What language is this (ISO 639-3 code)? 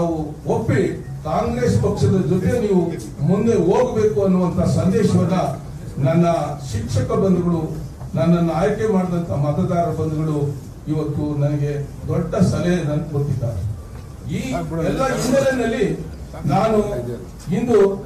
kan